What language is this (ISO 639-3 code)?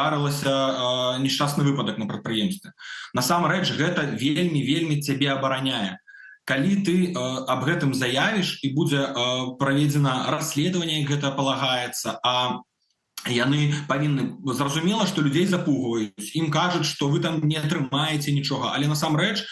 bel